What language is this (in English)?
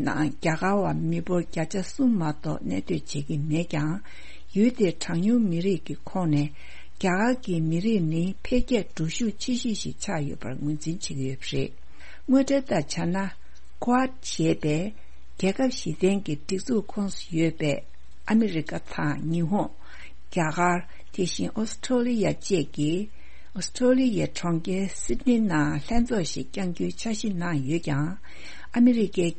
Tibetan